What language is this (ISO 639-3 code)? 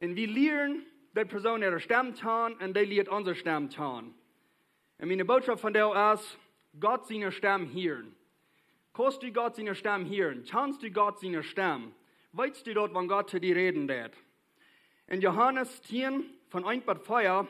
pdt